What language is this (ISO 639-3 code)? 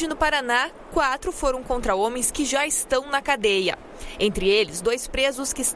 por